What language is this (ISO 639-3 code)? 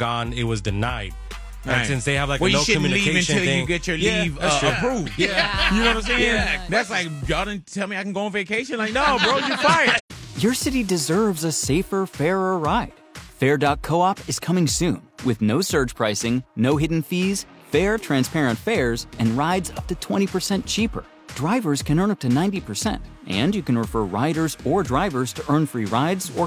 eng